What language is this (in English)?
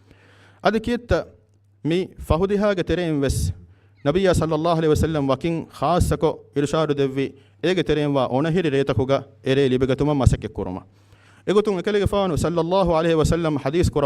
Divehi